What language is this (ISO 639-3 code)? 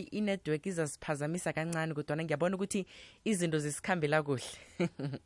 nbl